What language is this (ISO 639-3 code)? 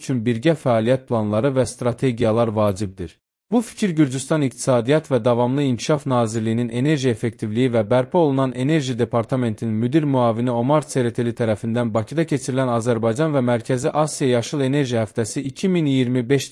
aze